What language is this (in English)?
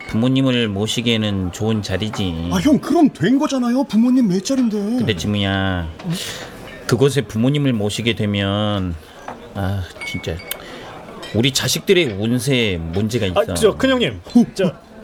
Korean